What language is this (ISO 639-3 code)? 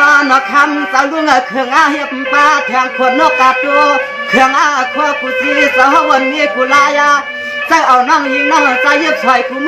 shn